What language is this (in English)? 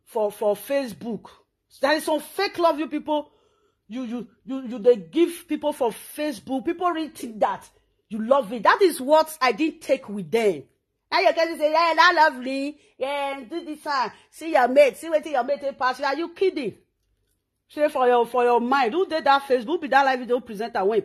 Nigerian Pidgin